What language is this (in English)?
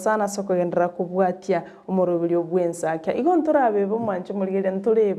Gusii